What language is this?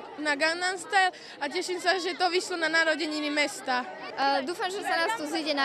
Slovak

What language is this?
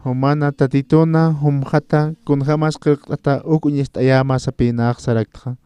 Aymara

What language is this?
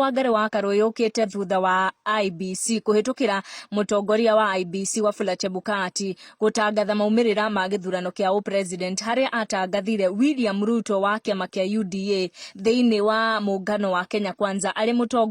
Kikuyu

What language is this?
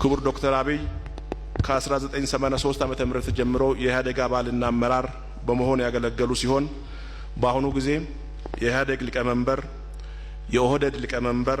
Amharic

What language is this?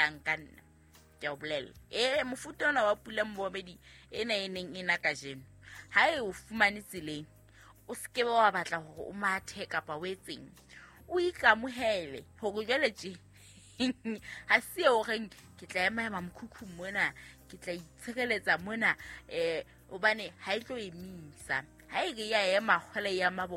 Southern Sotho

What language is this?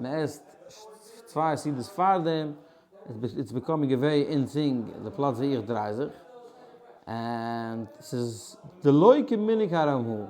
Yiddish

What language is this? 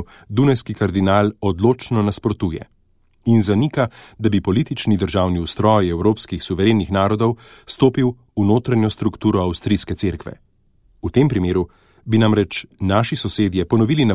Slovenian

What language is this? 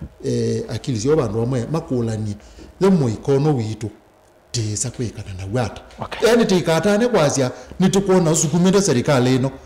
Kamba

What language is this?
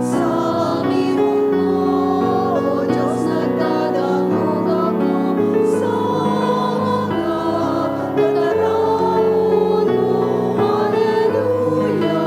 Bikol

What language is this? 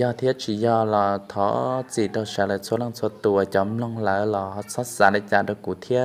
Hmong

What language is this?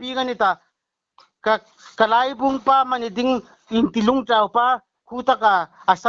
Hmar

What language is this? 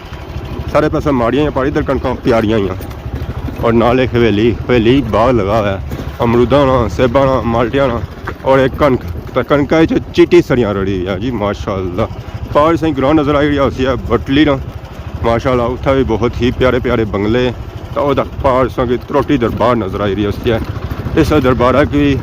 Pahari-Potwari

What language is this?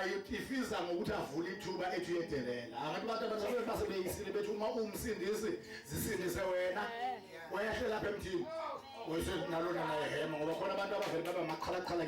Zulu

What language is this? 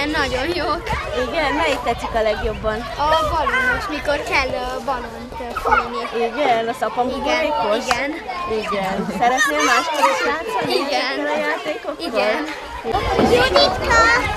Hungarian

